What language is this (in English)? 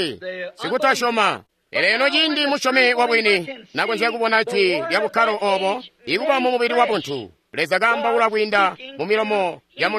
Tonga (Zambia)